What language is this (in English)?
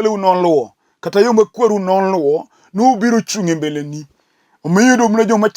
Luo (Kenya and Tanzania)